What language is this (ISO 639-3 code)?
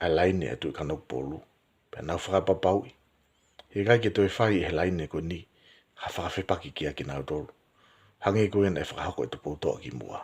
ton